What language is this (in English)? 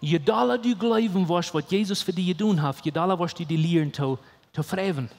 Plautdietsch